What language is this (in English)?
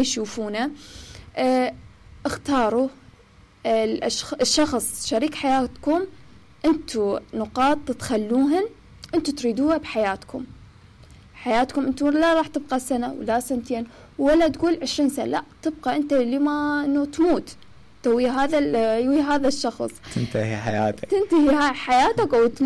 Mesopotamian Arabic